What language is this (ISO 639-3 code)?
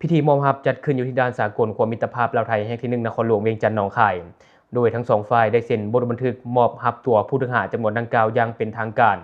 lao